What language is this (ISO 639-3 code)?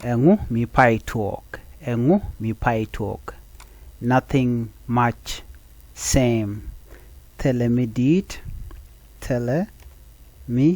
nus